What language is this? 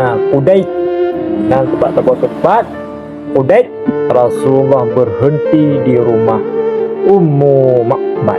Achinese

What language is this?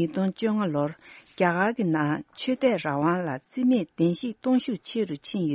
Tibetan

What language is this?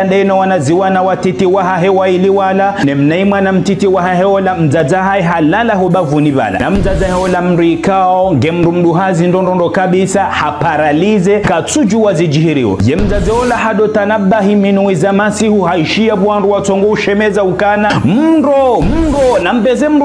Ngazidja Comorian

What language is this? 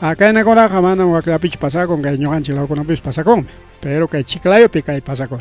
Ayacucho Quechua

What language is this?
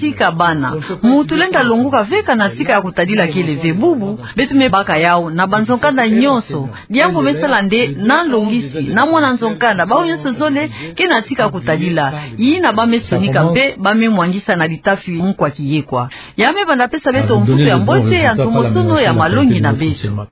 Kituba (Democratic Republic of Congo)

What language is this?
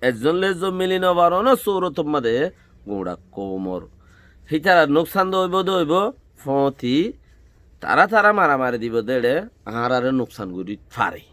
Rohingya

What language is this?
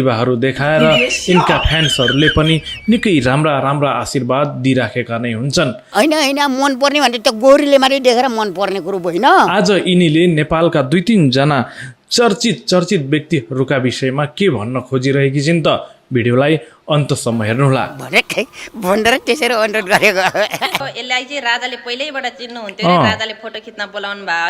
Nepali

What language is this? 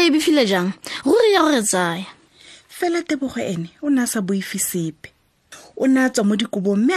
Tswana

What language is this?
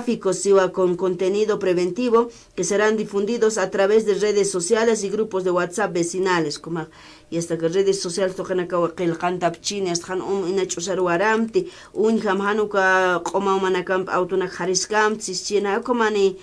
Aymara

